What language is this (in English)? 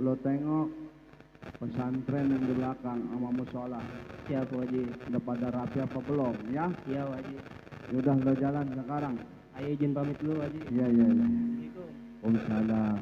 Betawi